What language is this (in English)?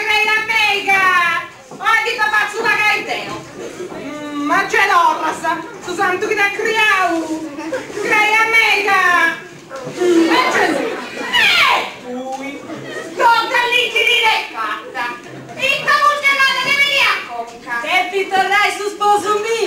Sardinian